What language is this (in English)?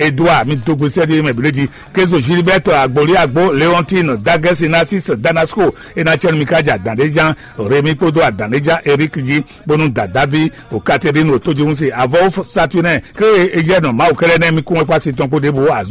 Fon